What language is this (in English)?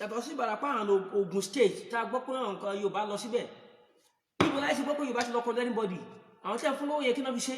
Yoruba